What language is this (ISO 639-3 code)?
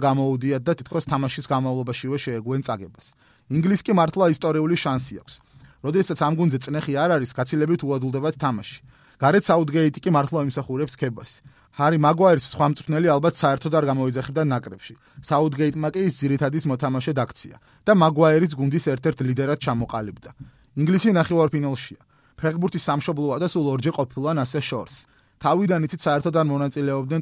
kat